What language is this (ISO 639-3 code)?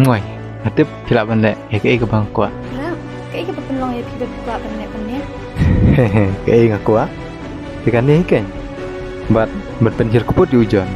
kha